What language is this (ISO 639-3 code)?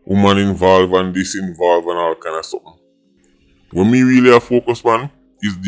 jam